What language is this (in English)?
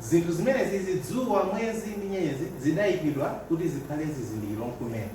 Nyanja